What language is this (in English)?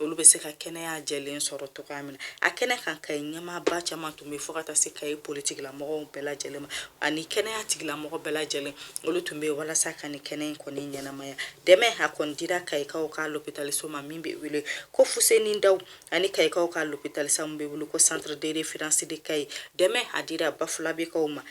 Bambara